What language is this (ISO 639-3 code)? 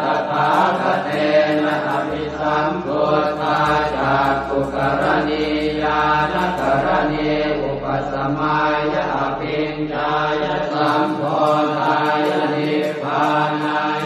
pli